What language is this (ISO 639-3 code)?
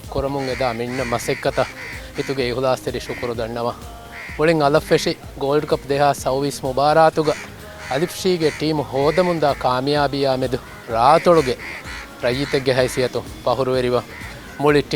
div